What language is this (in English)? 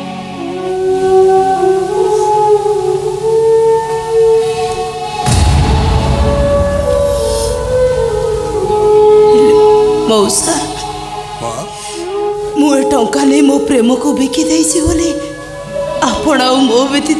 Odia